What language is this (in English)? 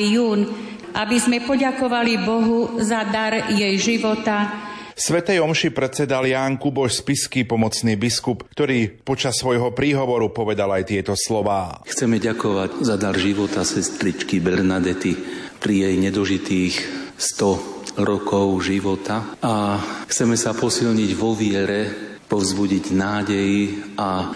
Slovak